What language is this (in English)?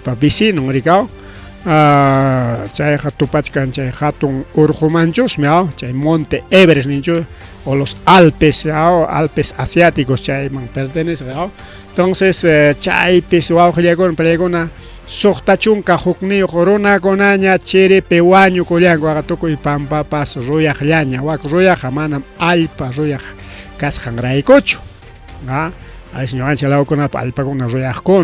Ayacucho Quechua